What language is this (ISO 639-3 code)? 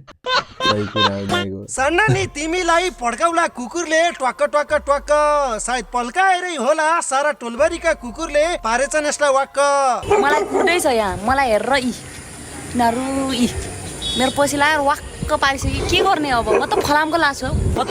nep